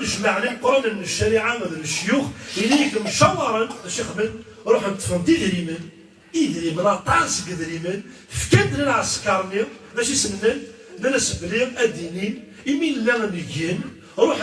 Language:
Kabyle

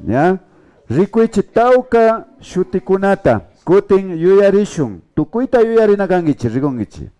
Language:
Imbabura Highland Quichua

